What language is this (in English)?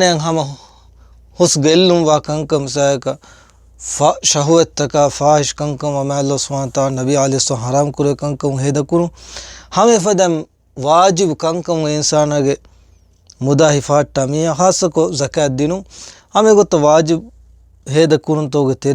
Divehi